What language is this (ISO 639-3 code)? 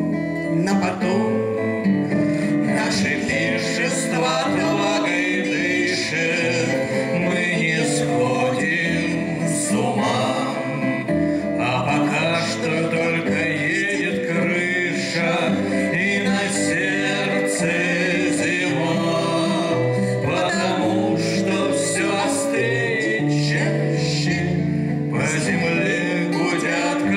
rus